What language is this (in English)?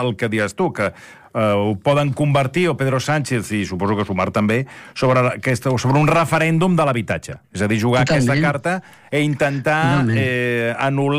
Catalan